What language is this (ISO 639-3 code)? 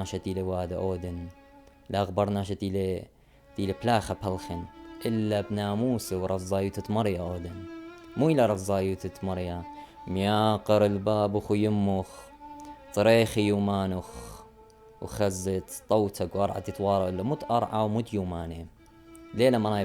aii